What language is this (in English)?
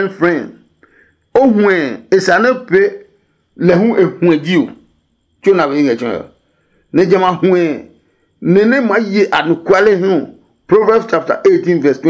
Adangme